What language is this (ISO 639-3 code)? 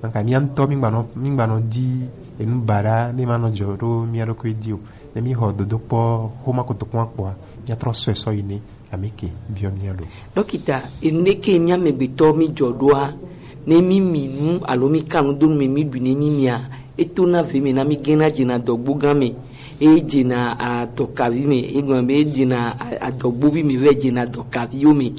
gej